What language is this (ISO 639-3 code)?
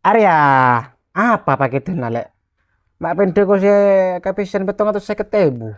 mad